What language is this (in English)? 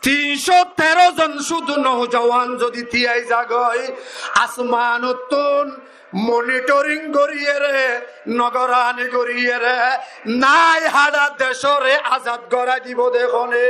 Rohingya